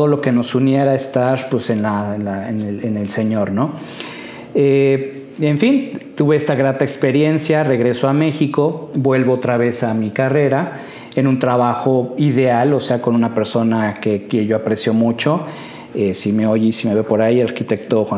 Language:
Spanish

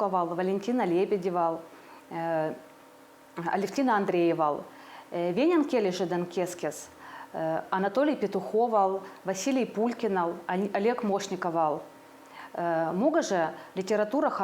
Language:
Veps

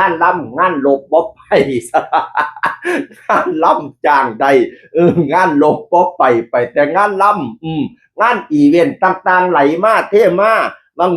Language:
Northeastern Thai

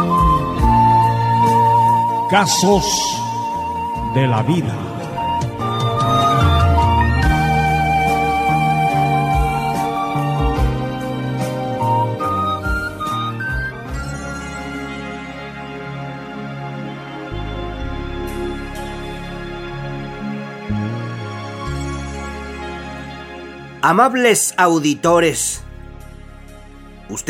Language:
Spanish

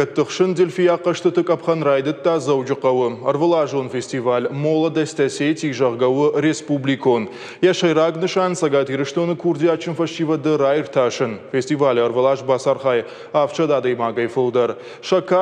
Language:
Ossetic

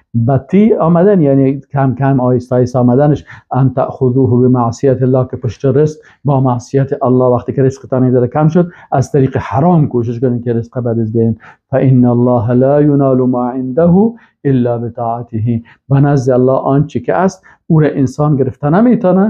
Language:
Persian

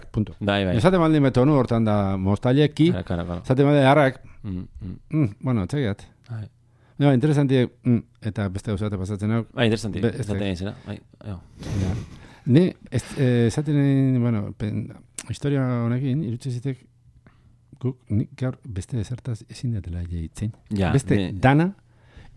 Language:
Basque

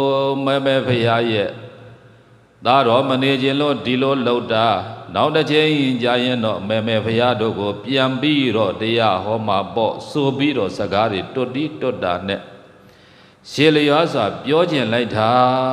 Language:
Burmese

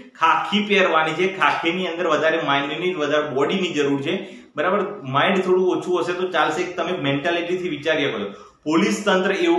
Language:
Gujarati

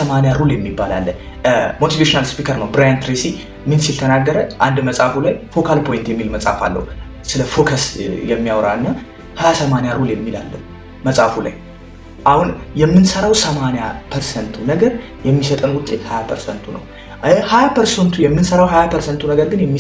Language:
Amharic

